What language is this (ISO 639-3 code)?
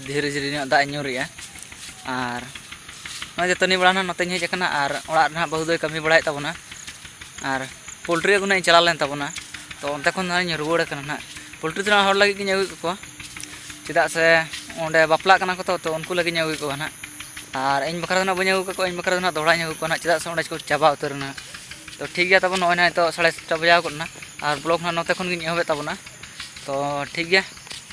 sat